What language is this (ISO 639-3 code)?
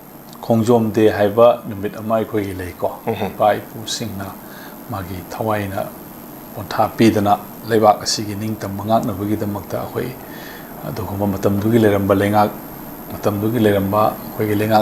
mni